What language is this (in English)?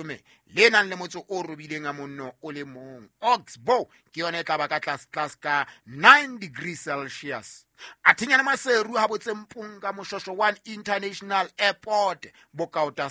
Southern Sotho